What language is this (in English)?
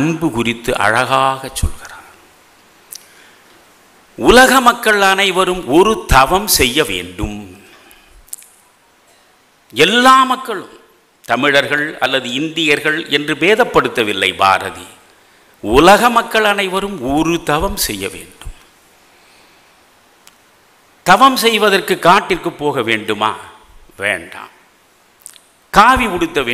Tamil